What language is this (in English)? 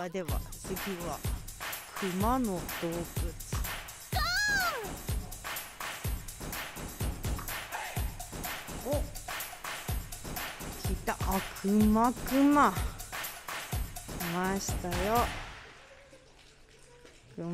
Japanese